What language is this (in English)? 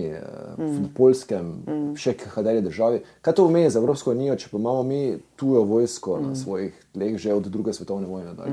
Slovenian